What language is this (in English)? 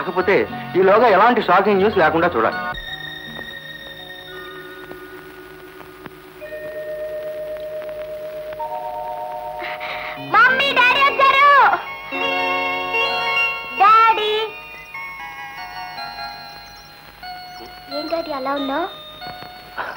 Telugu